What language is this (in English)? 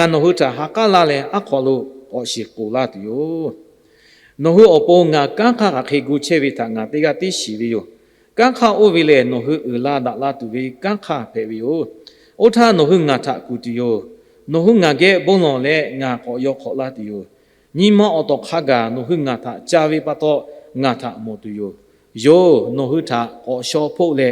Lahu